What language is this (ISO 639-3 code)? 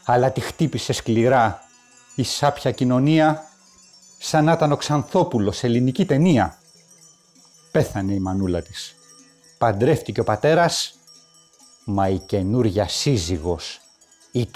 ell